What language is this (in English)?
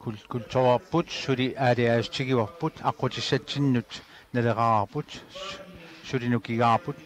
Kalaallisut